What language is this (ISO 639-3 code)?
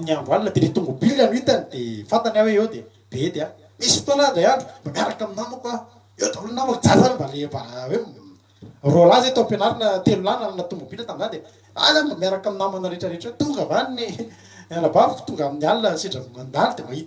mlg